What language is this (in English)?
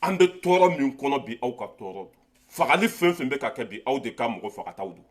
Bambara